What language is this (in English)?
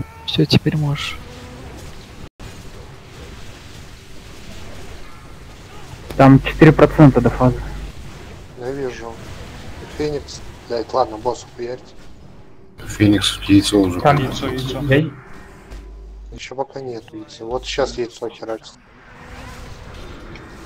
Russian